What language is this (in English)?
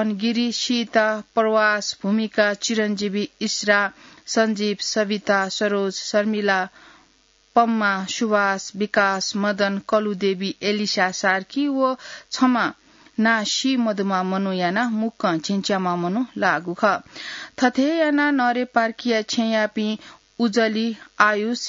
Newari